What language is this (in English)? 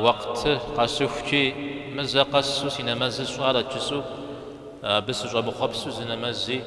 Kabardian